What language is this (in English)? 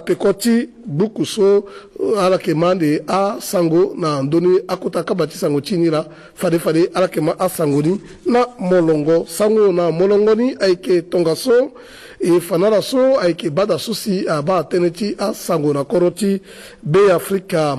Sango